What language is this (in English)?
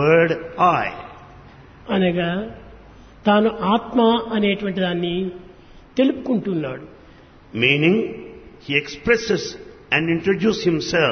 Telugu